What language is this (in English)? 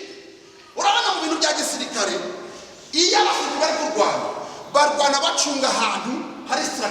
Kinyarwanda